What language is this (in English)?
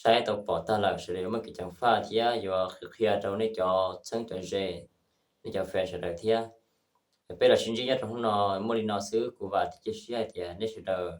Hmong